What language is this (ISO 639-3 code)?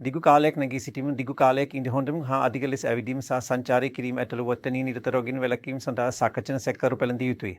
sin